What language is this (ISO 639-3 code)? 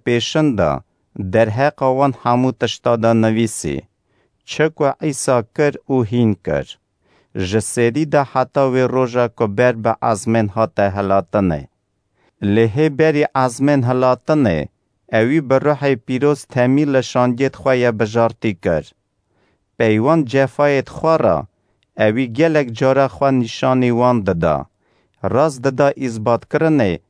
kur